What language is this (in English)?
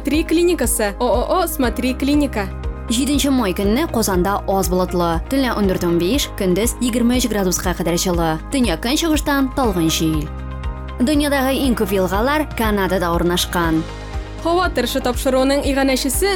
Tatar